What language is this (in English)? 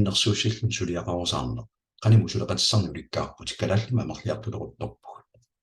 Kalaallisut